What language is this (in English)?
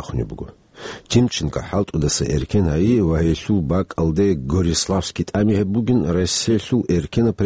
Avaric